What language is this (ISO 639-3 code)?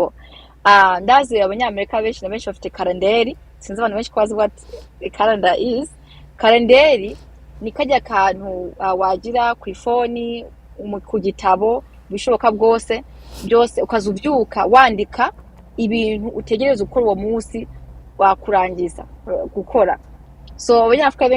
run